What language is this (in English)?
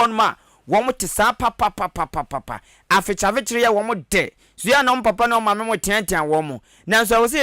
Akan